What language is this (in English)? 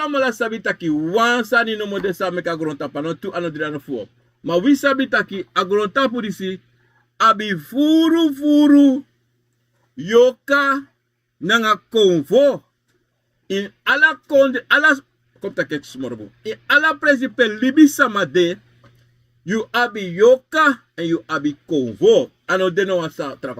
Sranan Tongo